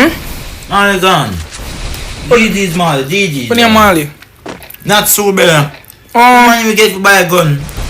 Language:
Jamaican Creole English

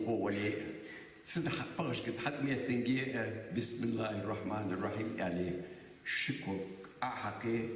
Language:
Ingush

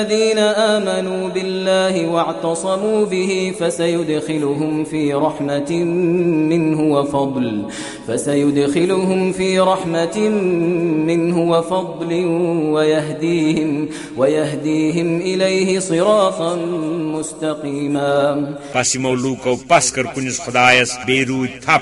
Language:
Kashmiri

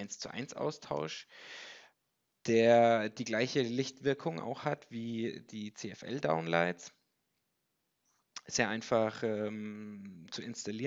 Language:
German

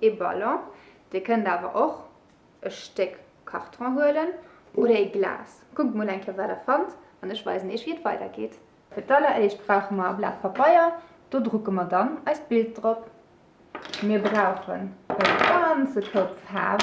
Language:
Luxembourgish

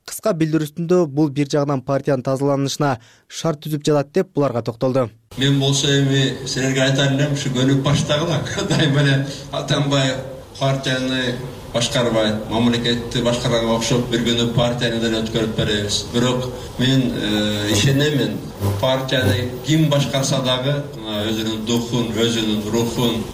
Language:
Kyrgyz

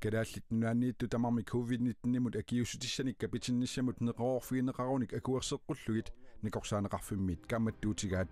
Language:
Kalaallisut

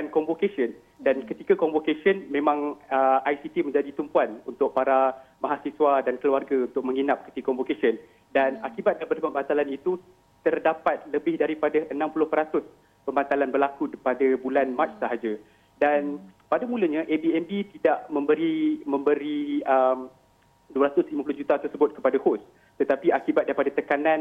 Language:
Malay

